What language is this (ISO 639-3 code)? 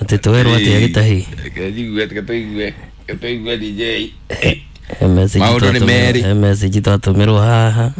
kik